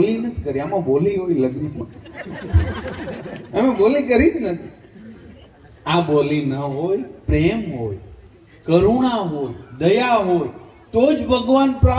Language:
Gujarati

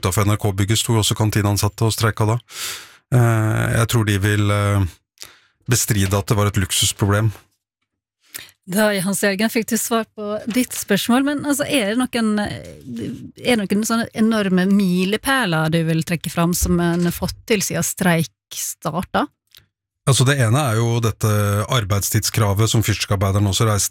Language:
Norwegian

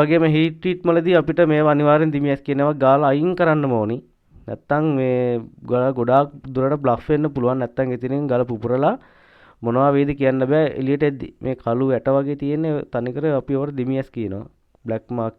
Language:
Sinhala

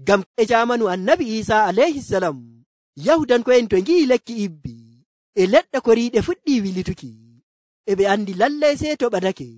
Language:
Nigerian Fulfulde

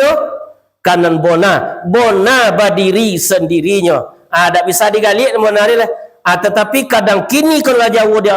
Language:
Minangkabau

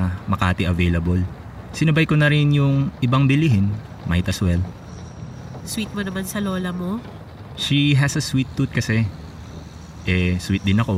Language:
Filipino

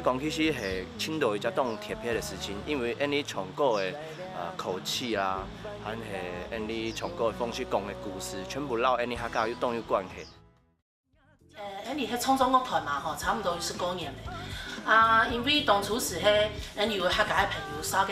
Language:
Hakka Chinese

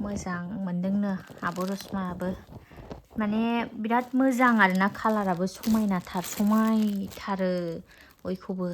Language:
Bodo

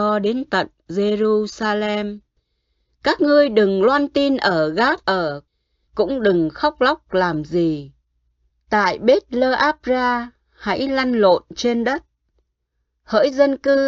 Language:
Vietnamese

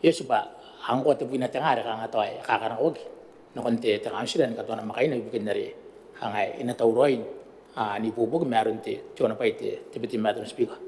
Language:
Gilbertese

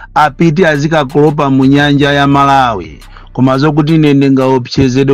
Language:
Nyanja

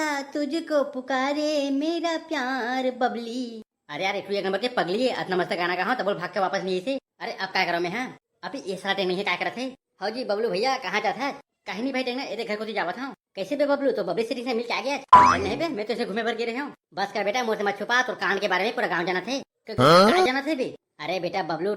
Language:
Chhattisgarhi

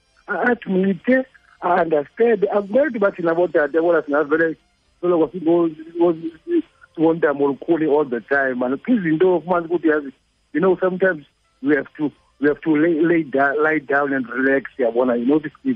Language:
Xhosa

